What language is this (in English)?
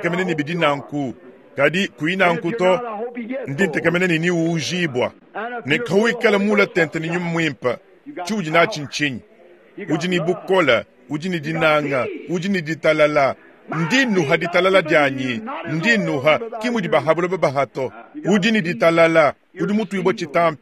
Luba-Lulua